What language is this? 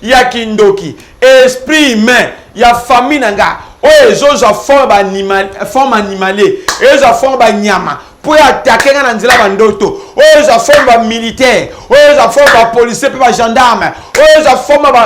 Lingala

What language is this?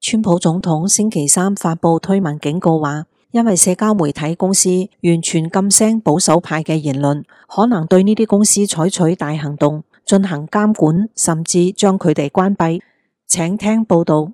Cantonese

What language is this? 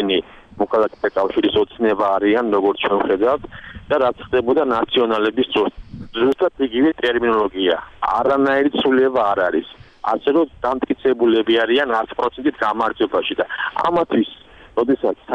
Georgian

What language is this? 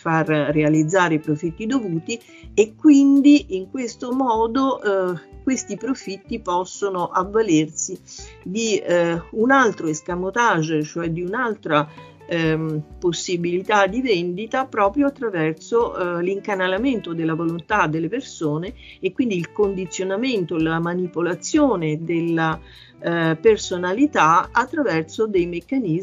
Italian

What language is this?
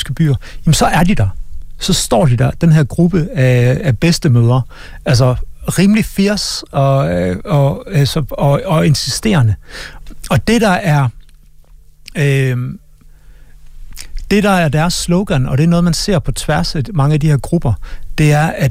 Danish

